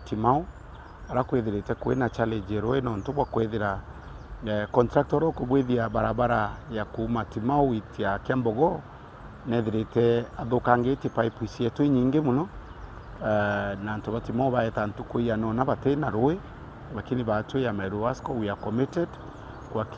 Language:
Meru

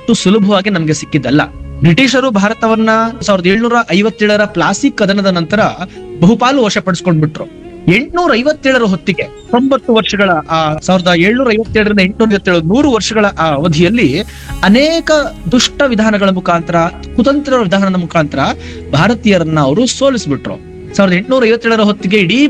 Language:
Kannada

